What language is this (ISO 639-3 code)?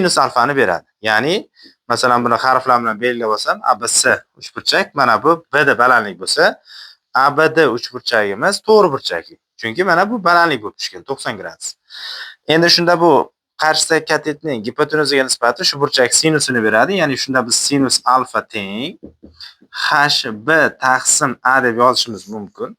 uzb